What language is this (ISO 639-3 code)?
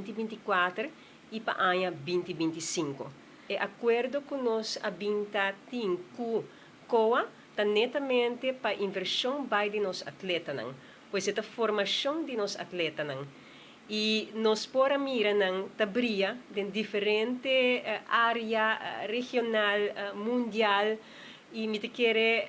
pap